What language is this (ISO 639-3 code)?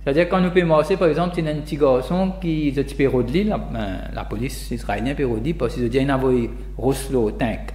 mfe